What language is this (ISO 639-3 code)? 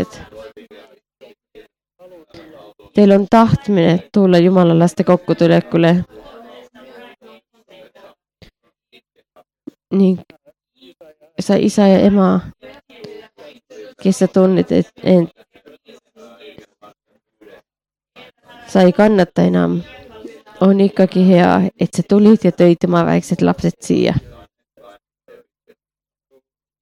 est